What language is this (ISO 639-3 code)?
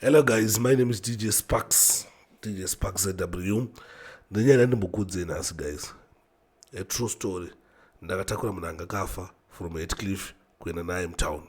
sna